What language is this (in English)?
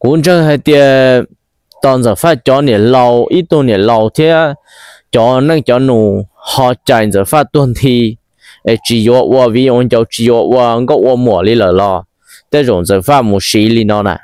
Hmong